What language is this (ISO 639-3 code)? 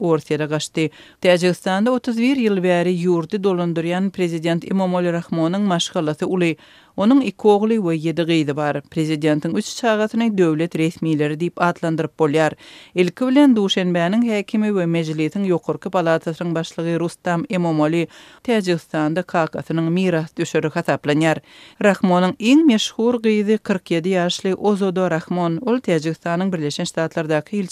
tuk